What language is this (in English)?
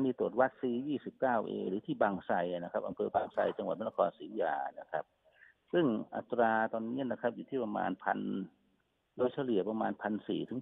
Thai